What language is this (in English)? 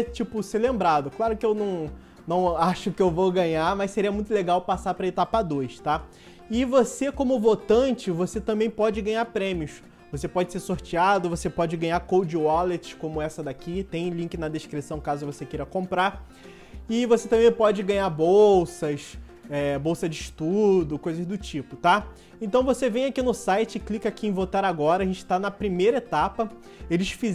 Portuguese